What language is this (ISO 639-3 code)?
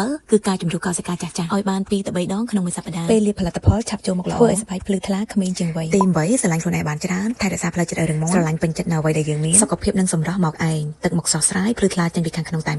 khm